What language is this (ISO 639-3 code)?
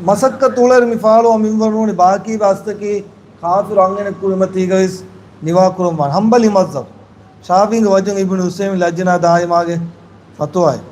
div